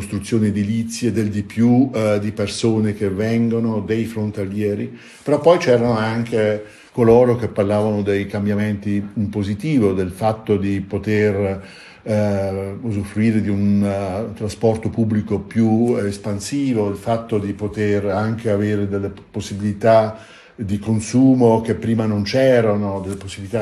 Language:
Italian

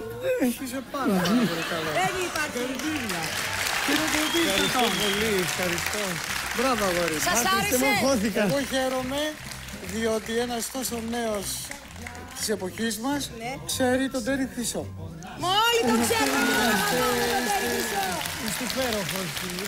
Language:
Greek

